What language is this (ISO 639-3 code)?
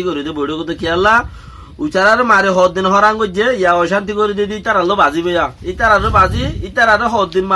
rhg